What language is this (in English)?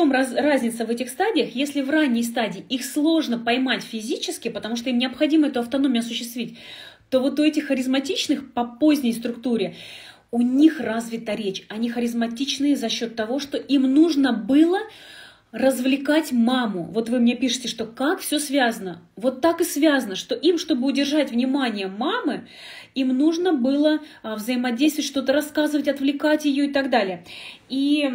Russian